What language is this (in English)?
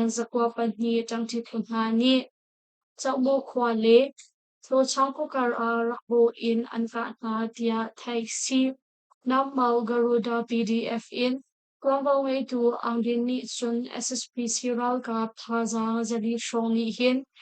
Hakha Chin